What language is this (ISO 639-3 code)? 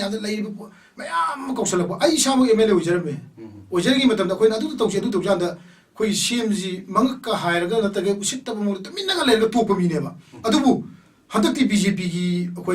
mni